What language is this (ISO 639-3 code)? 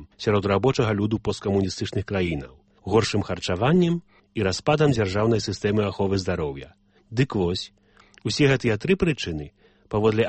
bel